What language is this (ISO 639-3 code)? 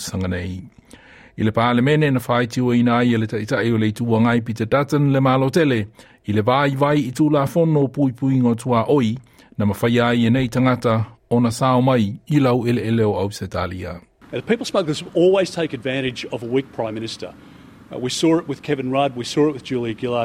smo